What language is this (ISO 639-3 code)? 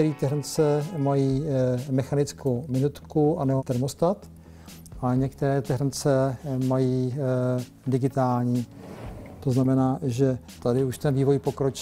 ces